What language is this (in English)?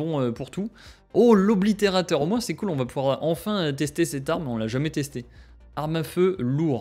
French